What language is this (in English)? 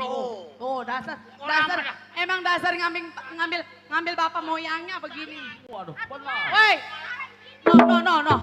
Betawi